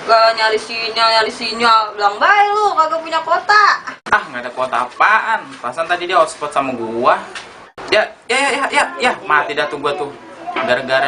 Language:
Betawi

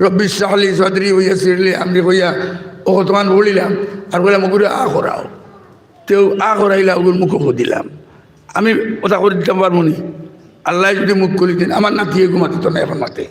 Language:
Sylheti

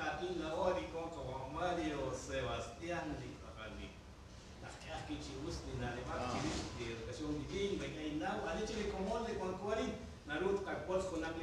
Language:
Kekchí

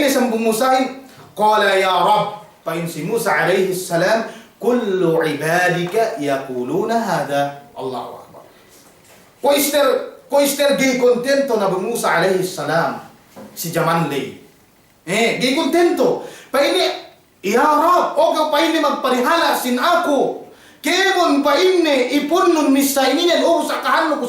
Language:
Yakan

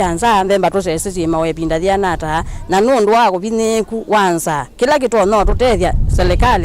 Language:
Kamba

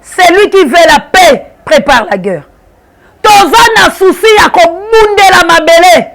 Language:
Lingala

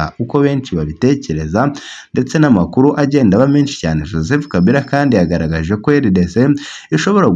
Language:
Kinyarwanda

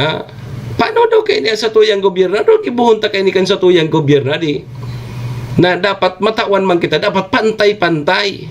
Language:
Bikol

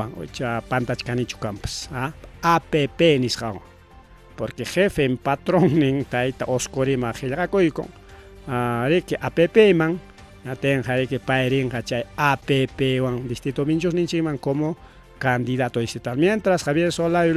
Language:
Ayacucho Quechua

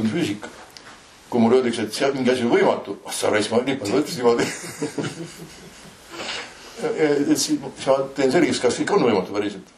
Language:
Estonian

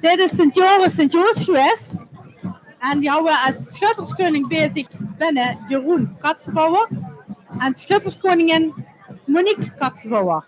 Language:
Limburgish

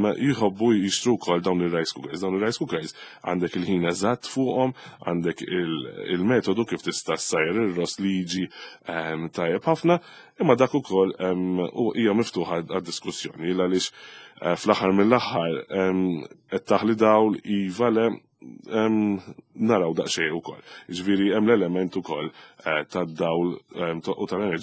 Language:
Maltese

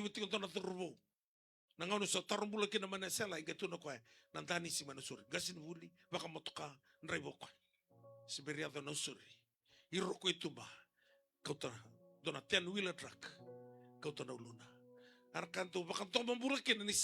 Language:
Fijian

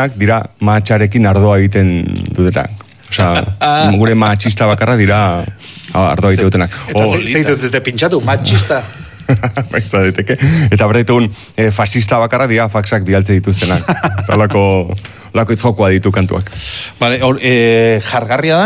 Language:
Basque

